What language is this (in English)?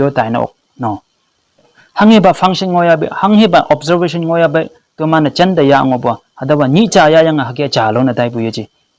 Konyak Naga